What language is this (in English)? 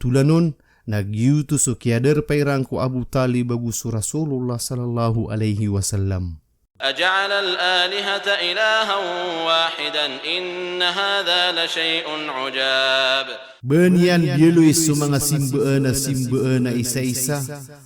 Maranao